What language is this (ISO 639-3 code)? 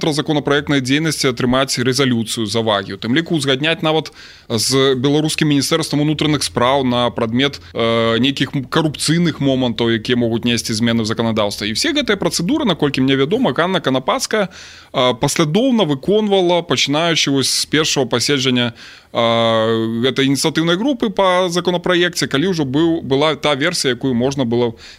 bel